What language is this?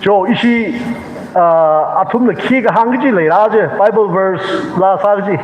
Tangkhul Naga (India)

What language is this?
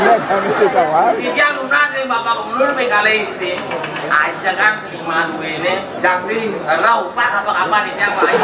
Balinese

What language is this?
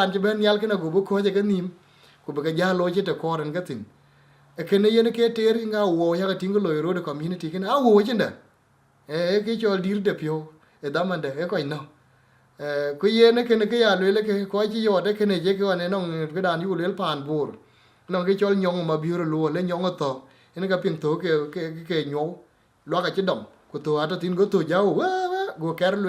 Dinka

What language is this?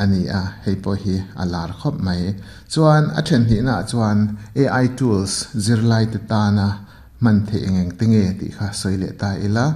Mizo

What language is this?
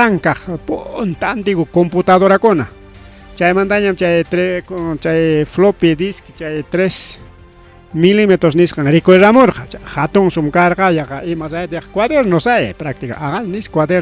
Ayacucho Quechua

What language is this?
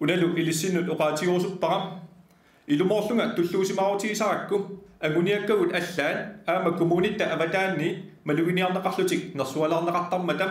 Kalaallisut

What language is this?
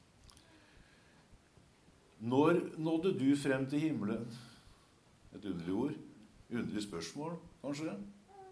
Norwegian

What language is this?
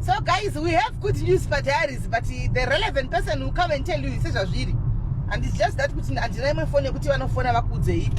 Shona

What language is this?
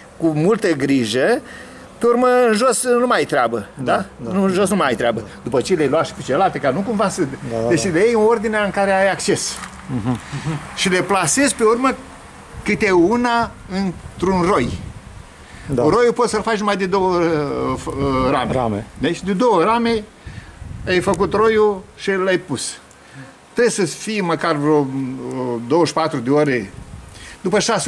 Romanian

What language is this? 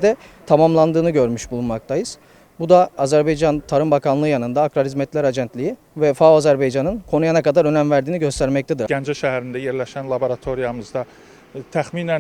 Azerbaijani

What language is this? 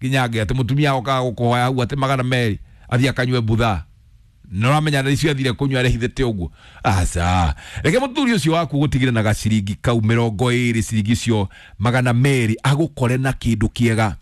Kikuyu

